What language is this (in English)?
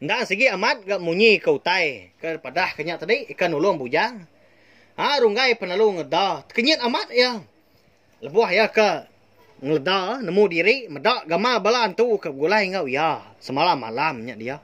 Iban